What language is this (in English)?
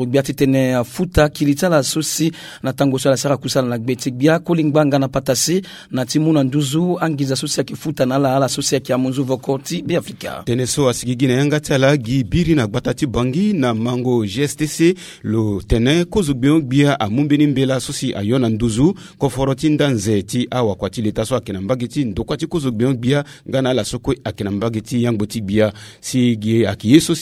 Sango